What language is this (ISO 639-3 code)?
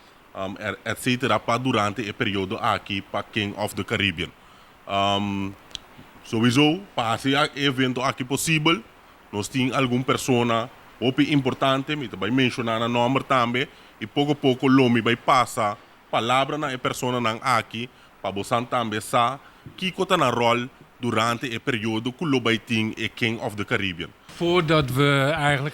pap